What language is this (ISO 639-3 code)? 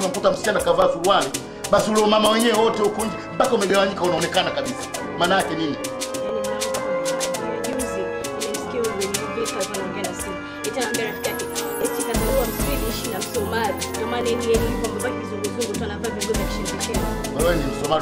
swa